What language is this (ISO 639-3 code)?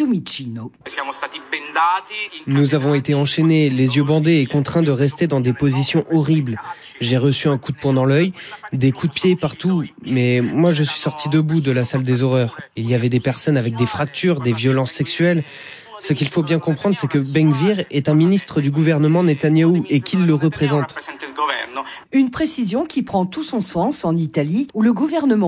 fra